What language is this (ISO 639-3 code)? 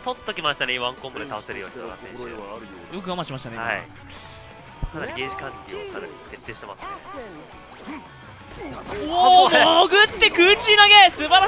jpn